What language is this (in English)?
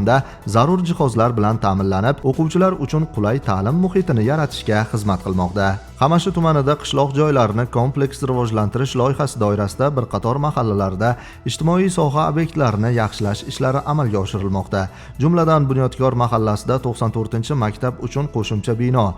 Uzbek